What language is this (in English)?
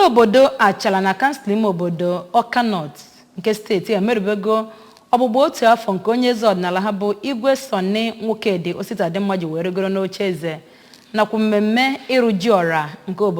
Igbo